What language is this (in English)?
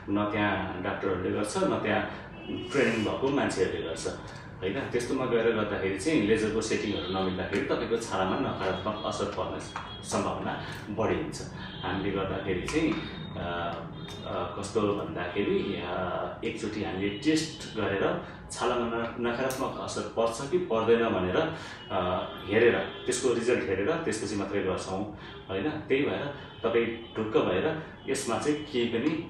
Nepali